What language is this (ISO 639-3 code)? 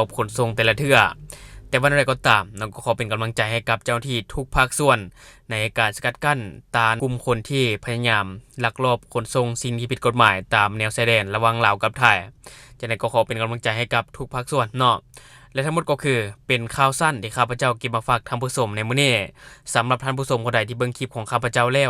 lao